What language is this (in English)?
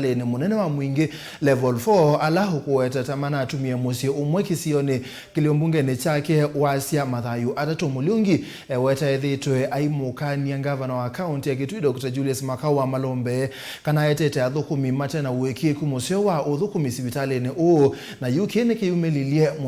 Kamba